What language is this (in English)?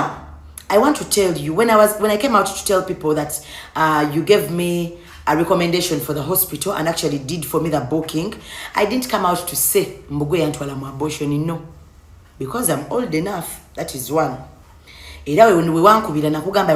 Ganda